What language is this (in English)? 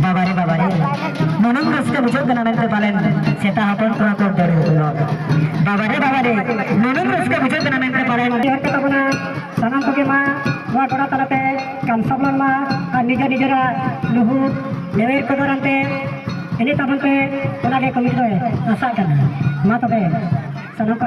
Santali